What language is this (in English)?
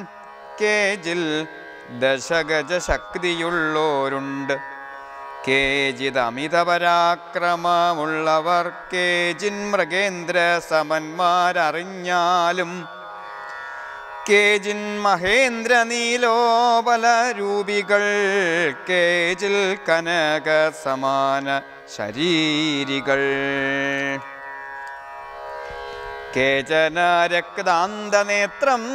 Malayalam